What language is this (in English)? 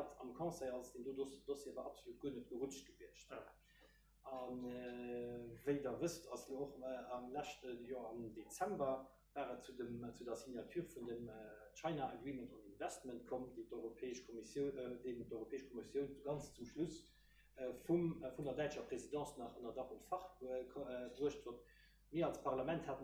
Luxembourgish